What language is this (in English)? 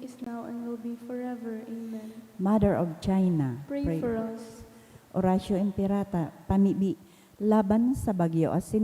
Bikol